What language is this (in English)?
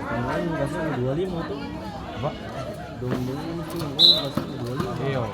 Ambonese Malay